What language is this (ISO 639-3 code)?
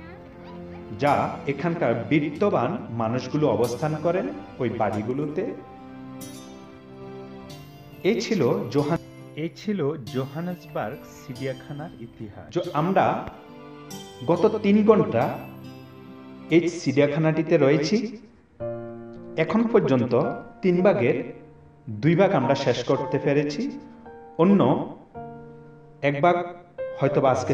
ben